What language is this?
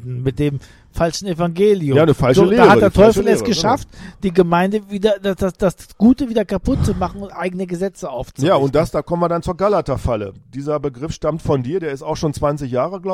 German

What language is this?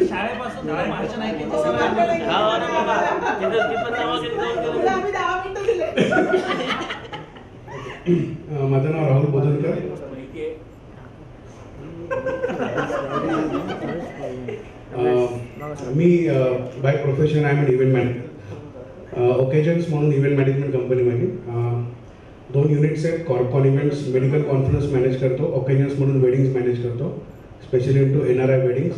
Marathi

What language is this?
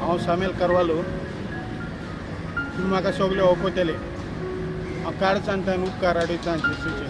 Konkani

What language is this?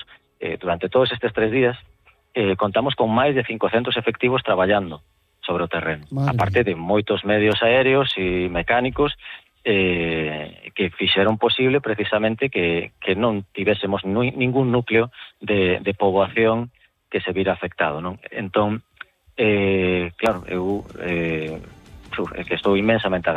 Galician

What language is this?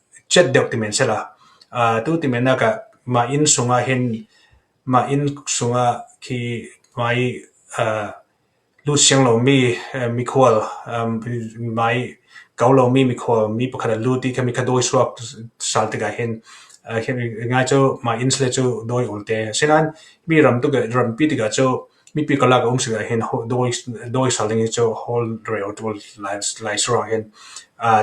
Falam Chin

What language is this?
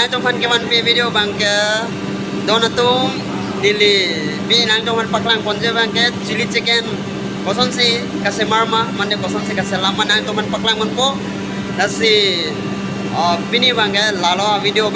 Karbi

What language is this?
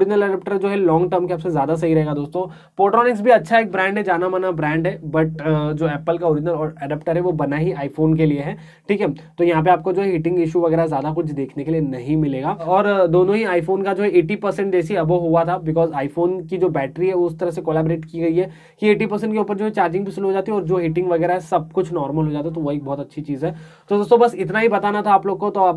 Hindi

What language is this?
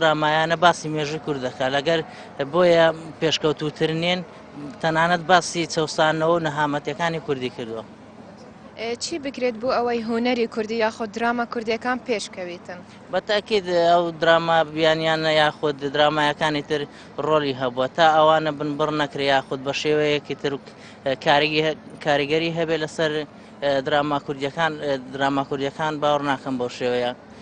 Central Kurdish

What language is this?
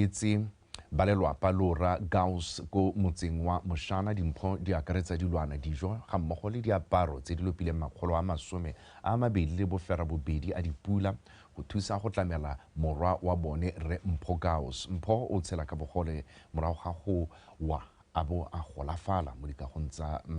Tswana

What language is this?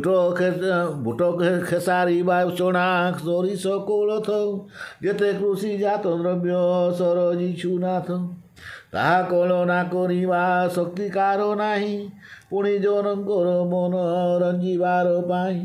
Odia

